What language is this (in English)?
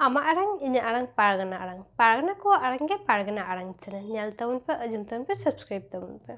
Santali